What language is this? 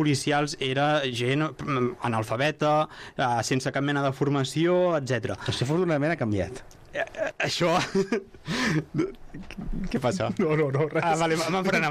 Catalan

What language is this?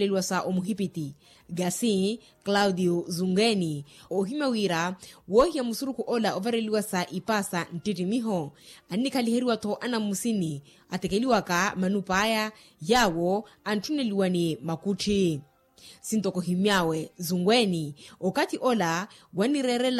Makhuwa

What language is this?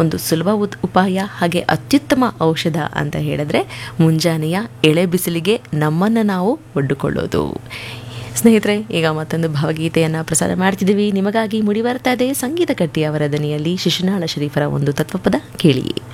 Kannada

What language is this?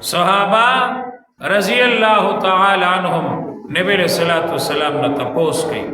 Pashto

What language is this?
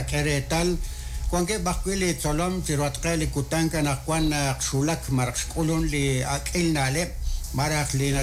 Kekchí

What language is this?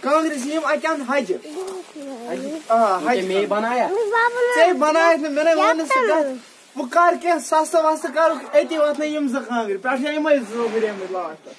Kashmiri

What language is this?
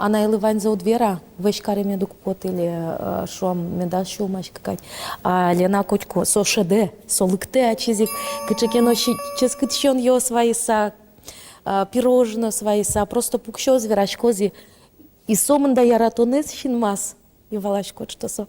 Udmurt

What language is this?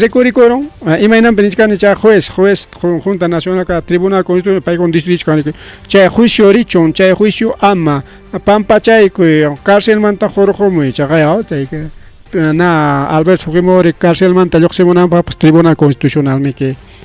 Ayacucho Quechua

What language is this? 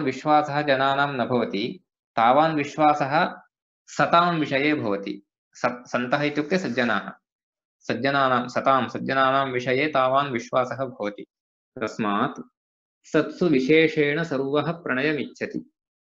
Sanskrit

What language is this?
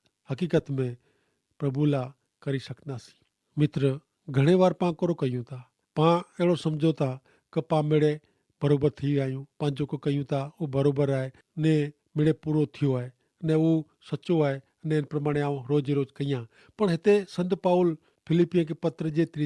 Kachhi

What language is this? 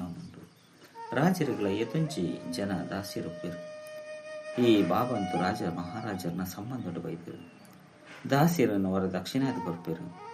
Tulu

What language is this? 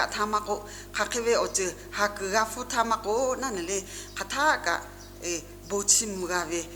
Lahu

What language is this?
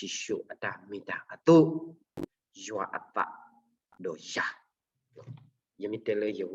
S'gaw Karen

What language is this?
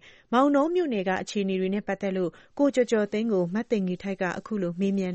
Burmese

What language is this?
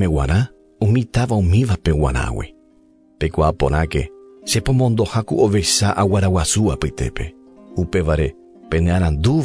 Guarani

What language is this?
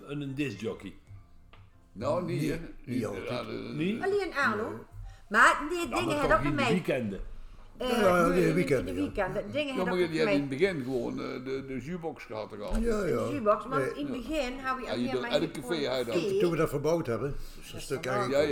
Dutch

